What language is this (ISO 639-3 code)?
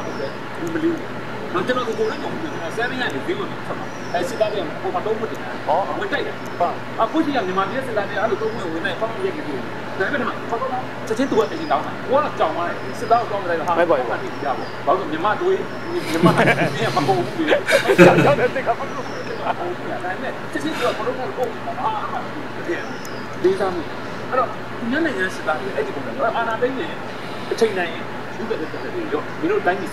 mya